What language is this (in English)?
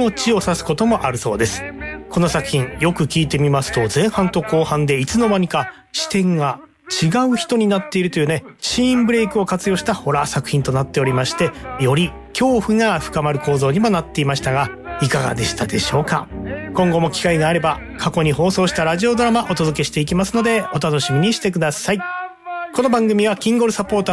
Japanese